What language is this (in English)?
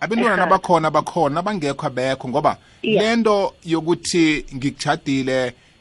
South Ndebele